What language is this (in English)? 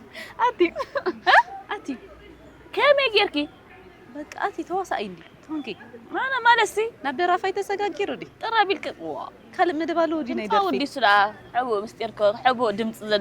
Tigrinya